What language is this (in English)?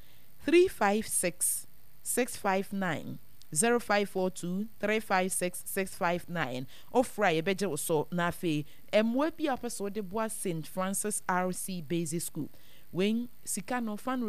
Akan